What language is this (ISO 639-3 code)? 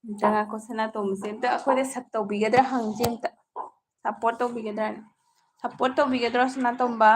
mni